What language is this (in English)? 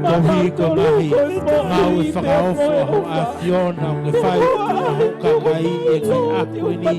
Tongan